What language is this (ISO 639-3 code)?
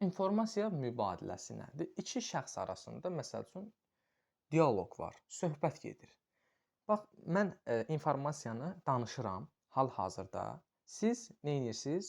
aze